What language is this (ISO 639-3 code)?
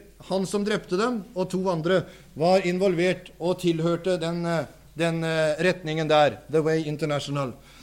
nor